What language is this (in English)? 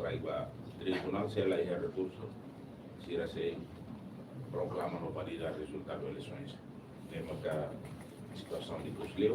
Tetum